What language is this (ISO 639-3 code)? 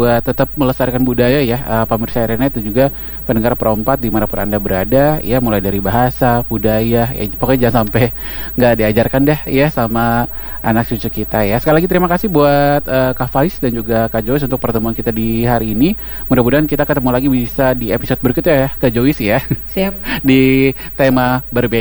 ind